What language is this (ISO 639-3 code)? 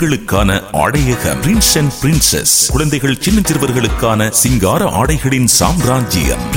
tam